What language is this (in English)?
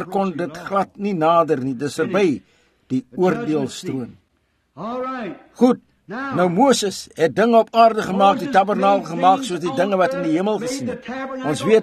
Afrikaans